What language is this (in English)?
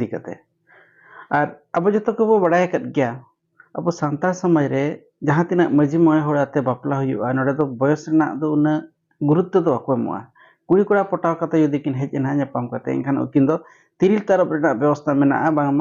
Santali